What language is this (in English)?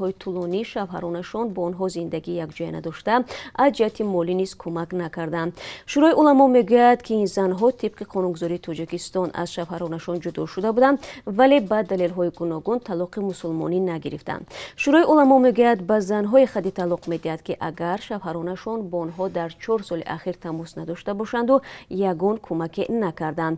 Tajik